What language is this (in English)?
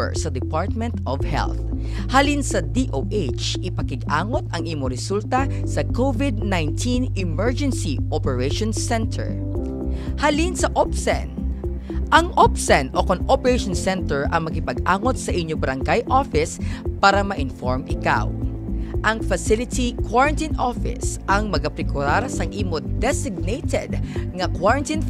Hiligaynon